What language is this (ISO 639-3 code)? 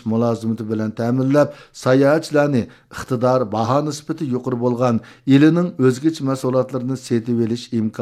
uig